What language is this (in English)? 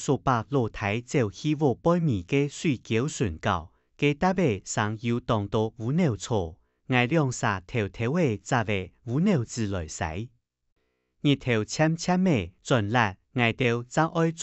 Hakka Chinese